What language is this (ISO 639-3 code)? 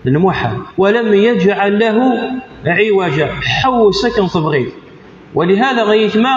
kab